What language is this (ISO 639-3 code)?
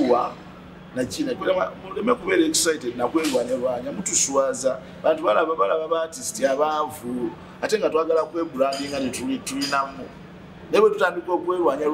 lug